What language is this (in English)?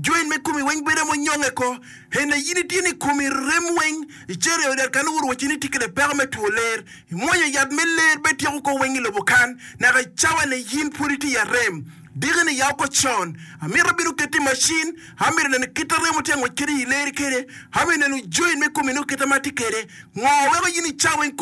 Acoli